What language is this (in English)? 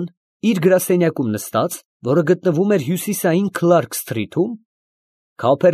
Armenian